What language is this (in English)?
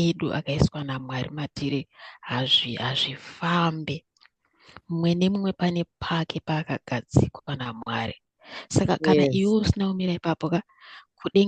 Shona